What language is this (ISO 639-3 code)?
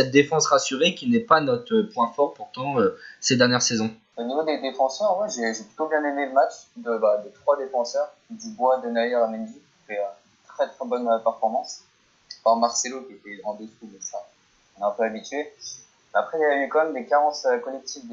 fra